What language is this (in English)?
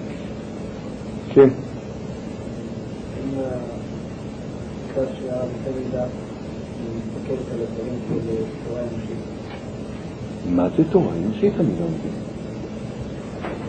Hebrew